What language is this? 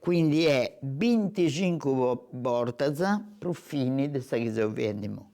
Sardinian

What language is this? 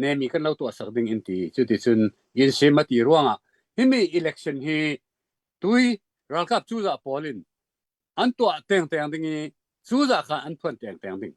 Hakha Chin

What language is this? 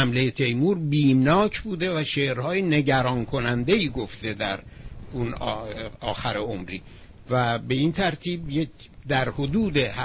Persian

